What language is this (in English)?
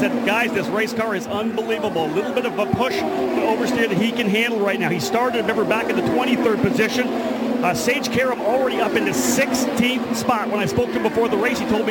English